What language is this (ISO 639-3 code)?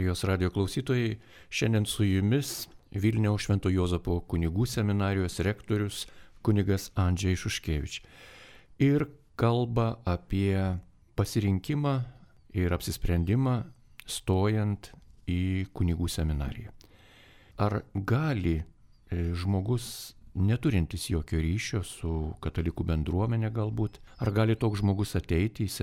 lit